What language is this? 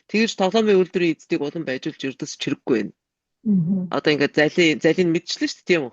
Mongolian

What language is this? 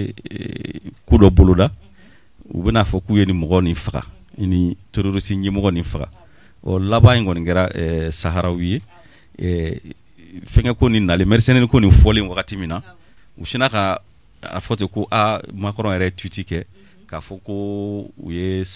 Bambara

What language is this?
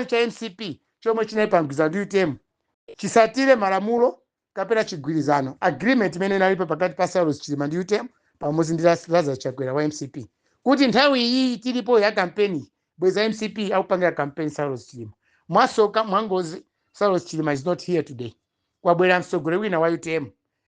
Nyanja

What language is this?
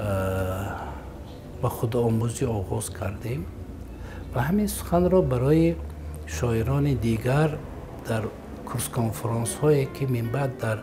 Tajik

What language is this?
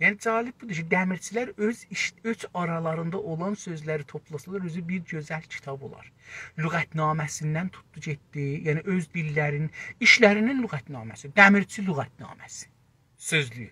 South Azerbaijani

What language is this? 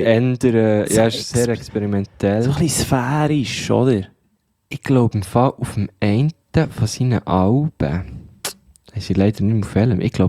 German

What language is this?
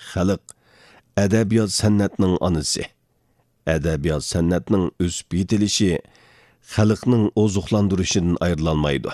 Uyghur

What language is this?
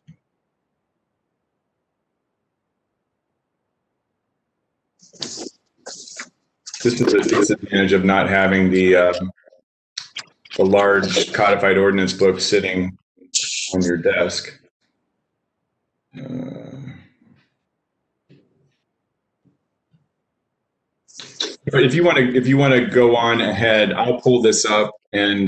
English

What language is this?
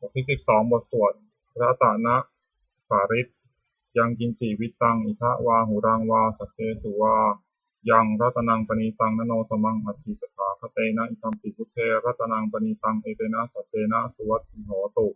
Pali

